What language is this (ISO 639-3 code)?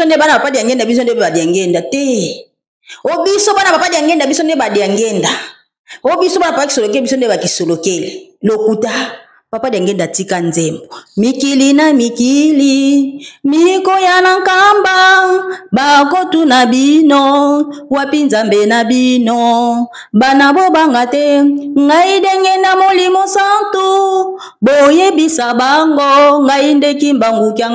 lin